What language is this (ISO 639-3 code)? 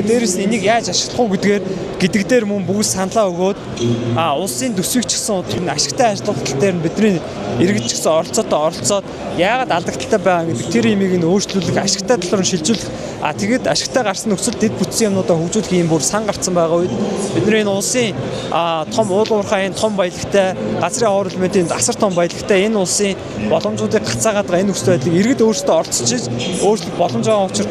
mon